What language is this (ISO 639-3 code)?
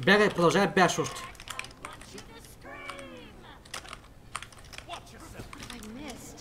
bul